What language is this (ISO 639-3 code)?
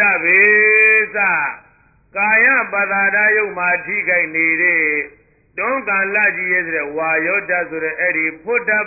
mya